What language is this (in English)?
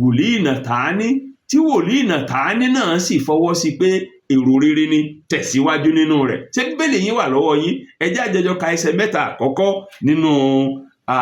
Yoruba